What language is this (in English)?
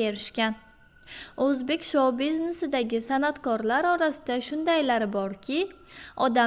Uzbek